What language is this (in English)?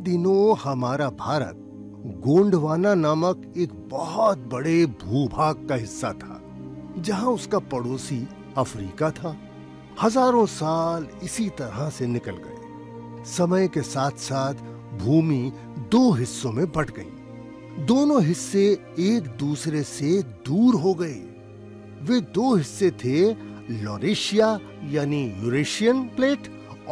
Hindi